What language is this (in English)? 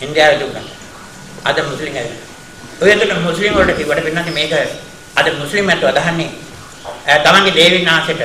Sinhala